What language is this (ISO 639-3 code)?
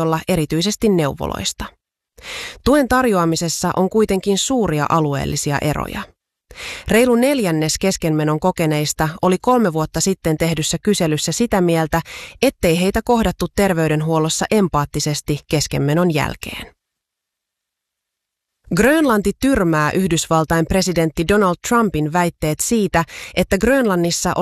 fin